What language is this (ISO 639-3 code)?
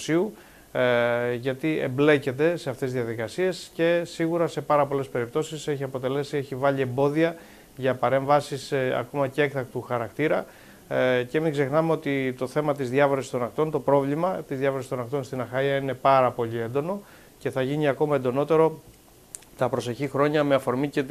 ell